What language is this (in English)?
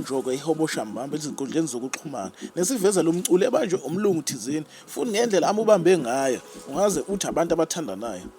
Zulu